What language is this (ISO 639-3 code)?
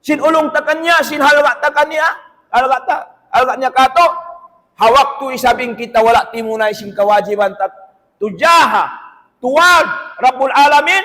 tsg